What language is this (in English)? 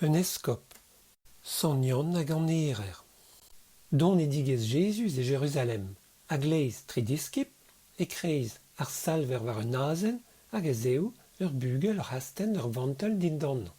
Breton